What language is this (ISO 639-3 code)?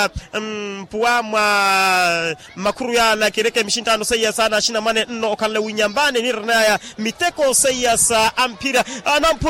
vmw